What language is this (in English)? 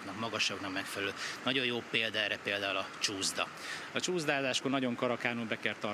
Hungarian